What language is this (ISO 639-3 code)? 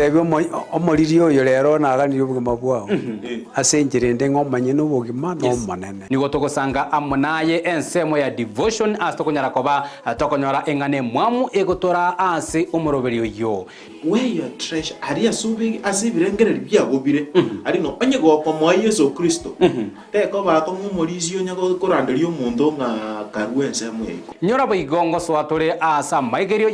guz